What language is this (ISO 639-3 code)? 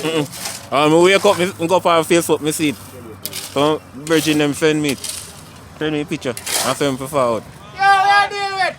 jam